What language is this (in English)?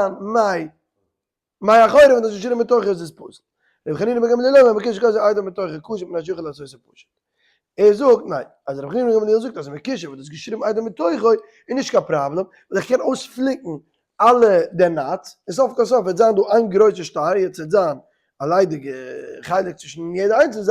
Yiddish